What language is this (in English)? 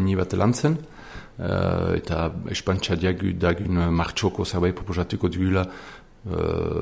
Basque